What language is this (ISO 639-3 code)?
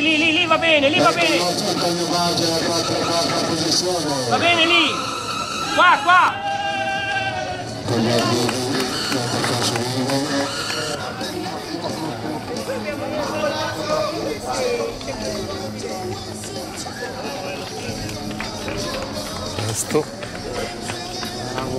ita